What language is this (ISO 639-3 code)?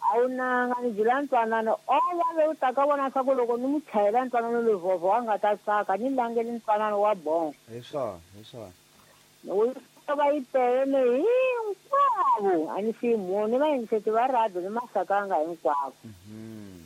tso